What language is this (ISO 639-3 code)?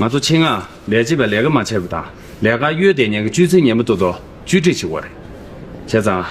bod